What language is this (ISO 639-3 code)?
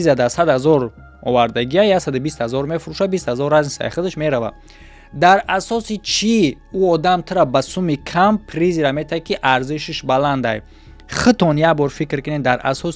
tgk